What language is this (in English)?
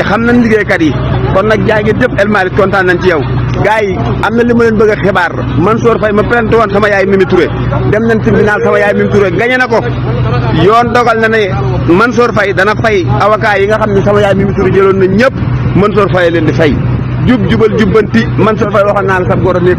Wolof